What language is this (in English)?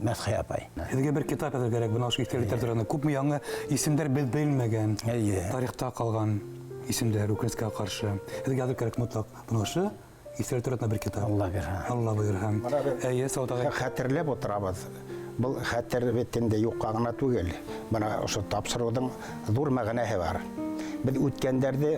Bashkir